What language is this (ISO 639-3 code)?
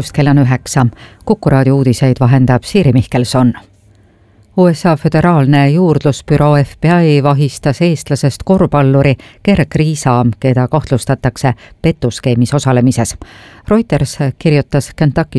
est